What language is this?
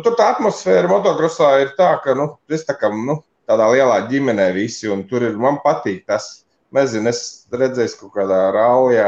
Latvian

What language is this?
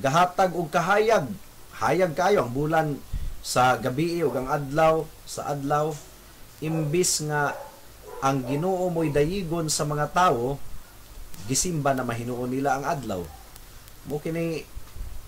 Cebuano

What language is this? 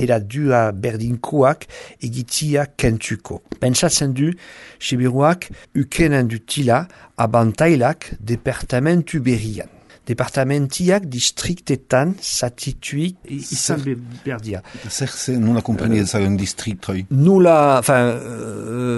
Basque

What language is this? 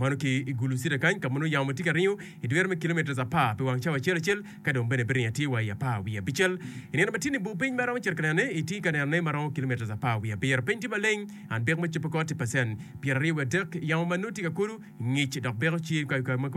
Acoli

